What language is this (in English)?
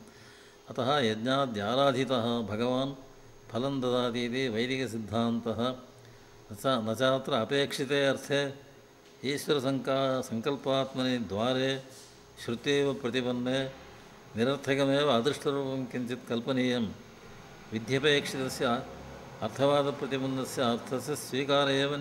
Sanskrit